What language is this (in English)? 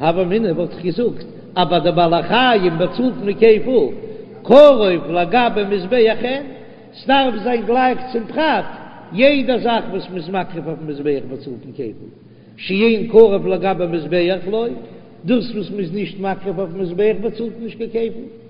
Yiddish